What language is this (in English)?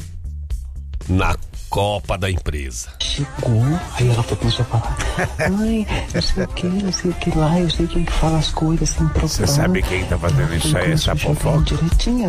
Portuguese